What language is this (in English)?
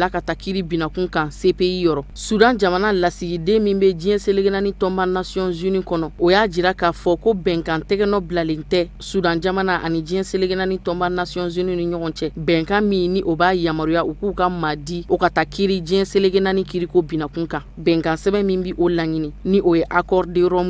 Bambara